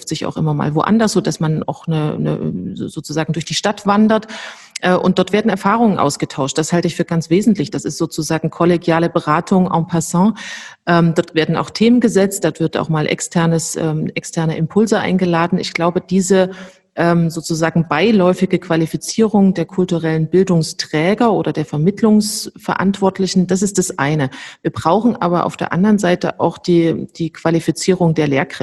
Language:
German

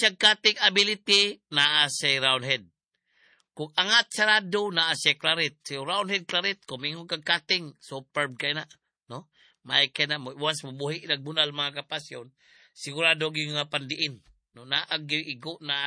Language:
Cebuano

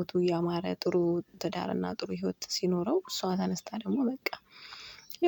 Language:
Amharic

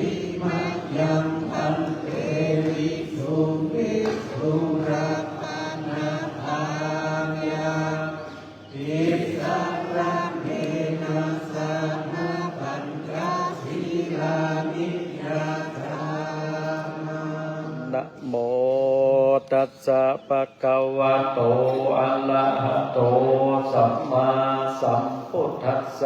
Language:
Pali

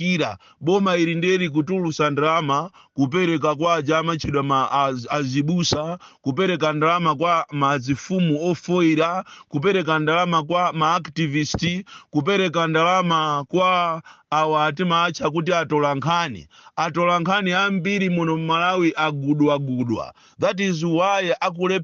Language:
Nyanja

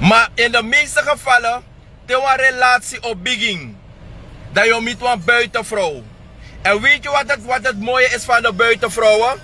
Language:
Sranan Tongo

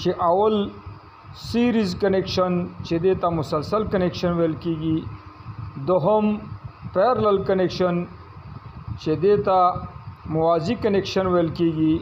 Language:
Pashto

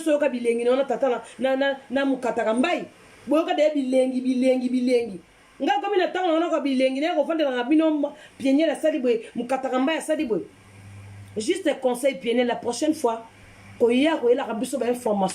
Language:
Lingala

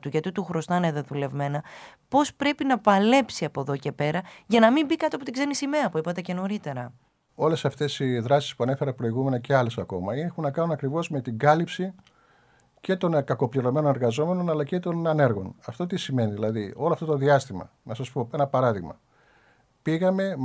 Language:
Greek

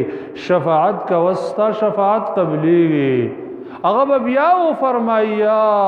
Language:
Pashto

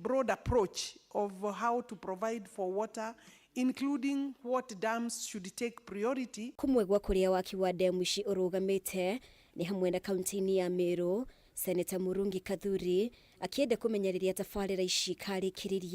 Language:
Kikuyu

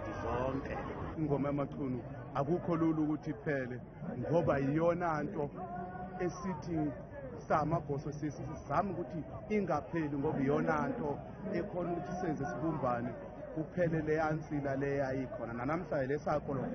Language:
Zulu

